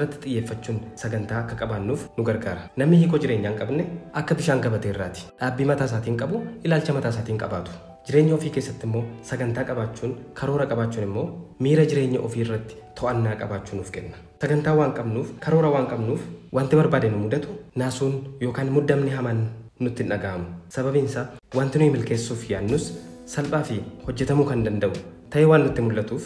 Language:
Oromo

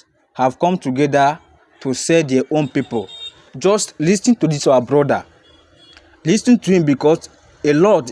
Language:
Igbo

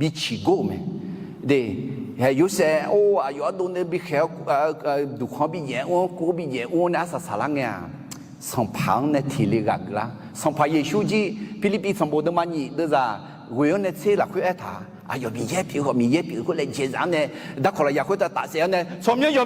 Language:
Akha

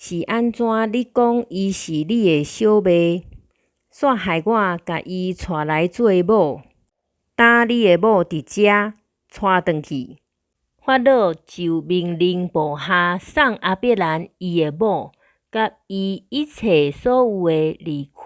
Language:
Min Nan Chinese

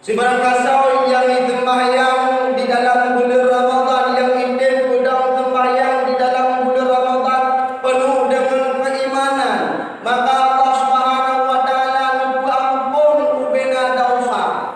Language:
Achinese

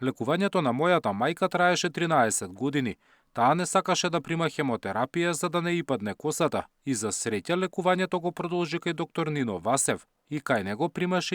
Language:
Macedonian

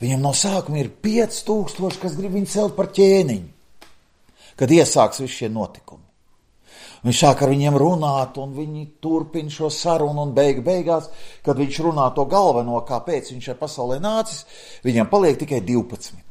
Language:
Latvian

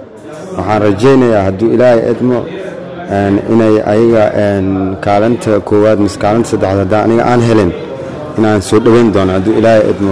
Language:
Somali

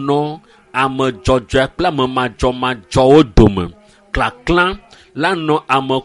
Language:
Ewe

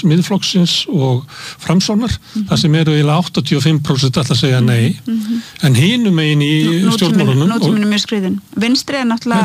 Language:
Icelandic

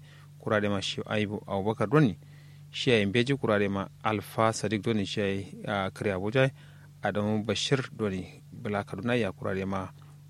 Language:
Kanuri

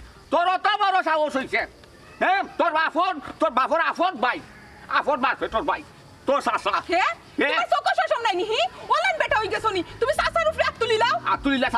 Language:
Sylheti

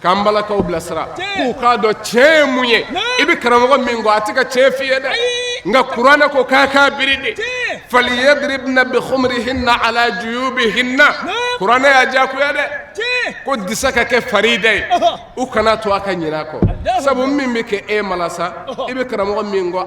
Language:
Bambara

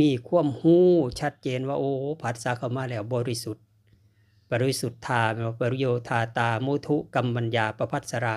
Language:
Northeastern Thai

